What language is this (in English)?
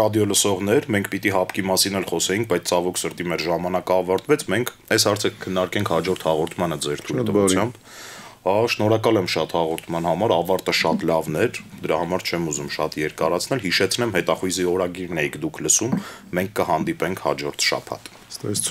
Armenian